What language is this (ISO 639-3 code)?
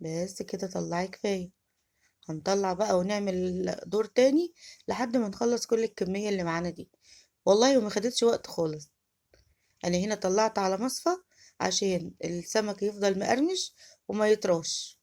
arz